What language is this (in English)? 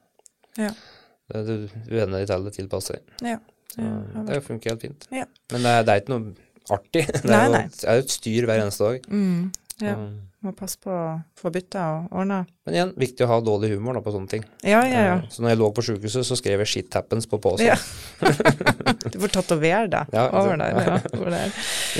Norwegian